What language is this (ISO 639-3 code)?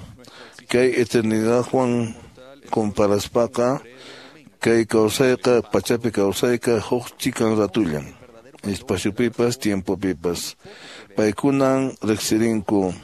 que